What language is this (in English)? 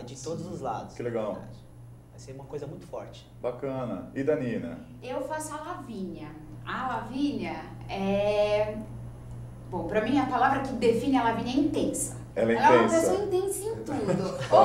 Portuguese